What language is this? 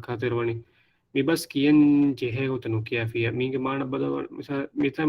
Divehi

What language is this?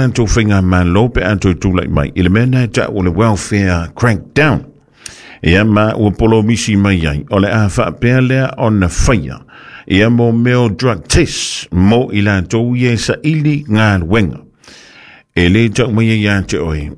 Samoan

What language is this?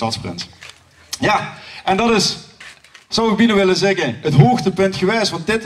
Limburgish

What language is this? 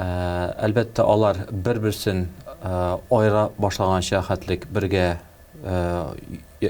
Tatar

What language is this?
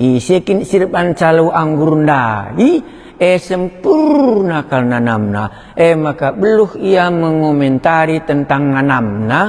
Batak Karo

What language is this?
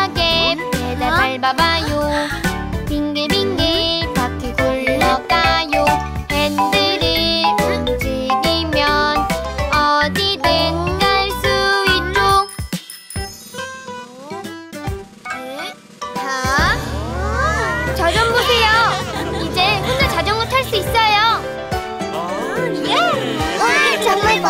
Korean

